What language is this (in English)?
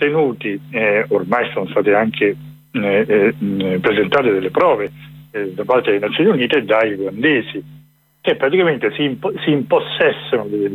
Italian